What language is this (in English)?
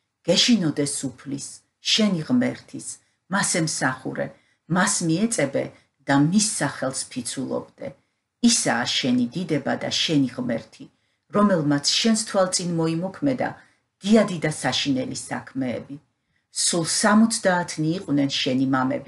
Georgian